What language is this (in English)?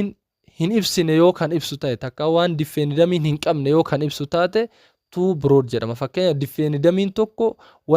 Oromo